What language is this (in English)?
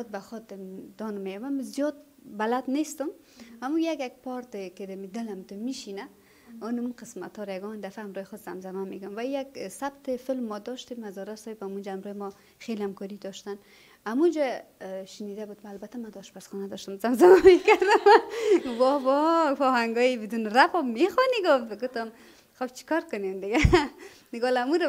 Persian